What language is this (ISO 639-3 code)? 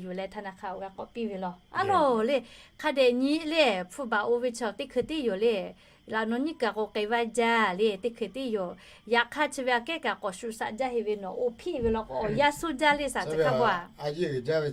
lhu